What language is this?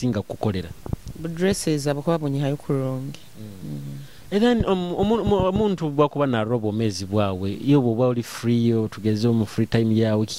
Nyoro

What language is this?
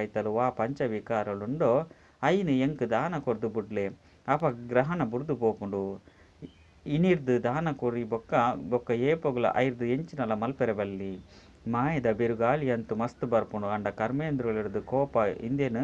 Tulu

